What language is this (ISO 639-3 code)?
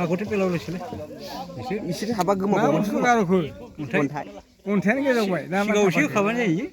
brx